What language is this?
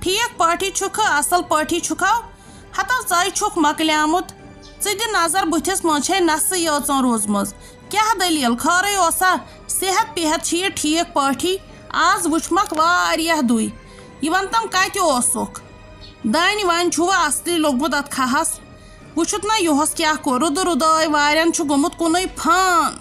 Kashmiri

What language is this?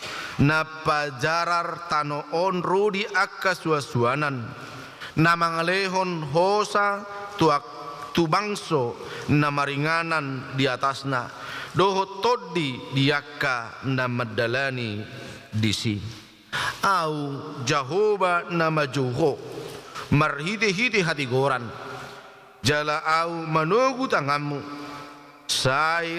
Batak Toba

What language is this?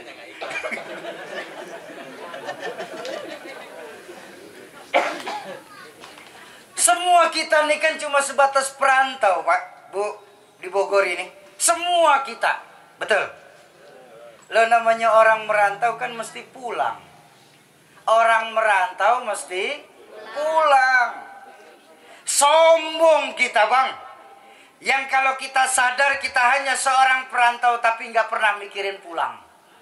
Indonesian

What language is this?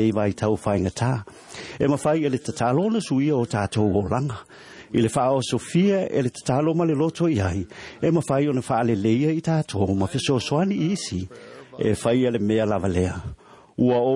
Samoan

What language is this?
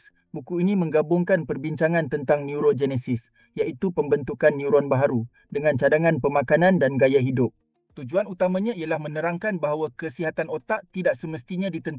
Malay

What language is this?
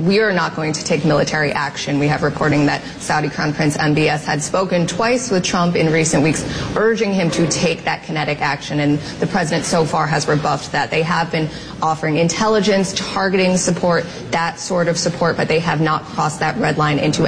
English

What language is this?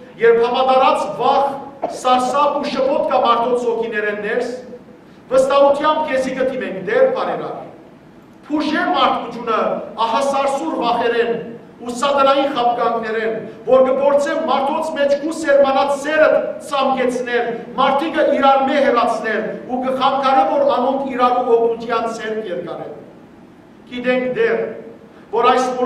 Western Armenian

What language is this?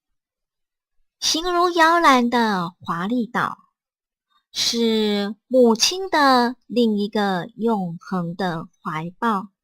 Min Nan Chinese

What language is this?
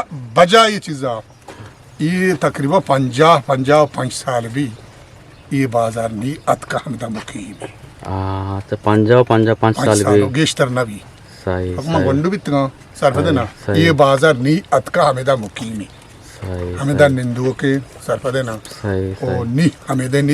Eastern Balochi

